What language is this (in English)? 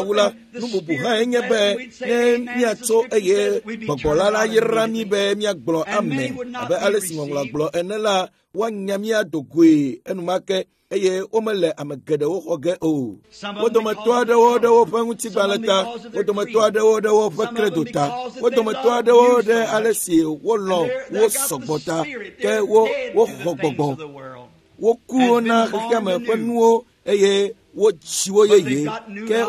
Ewe